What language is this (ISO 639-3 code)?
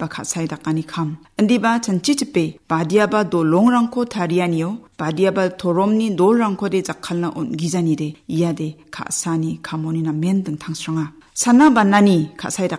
grt